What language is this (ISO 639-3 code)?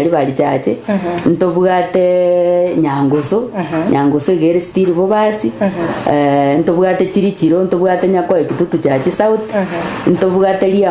guz